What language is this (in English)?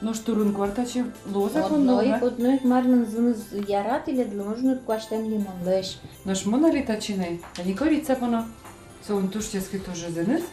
Udmurt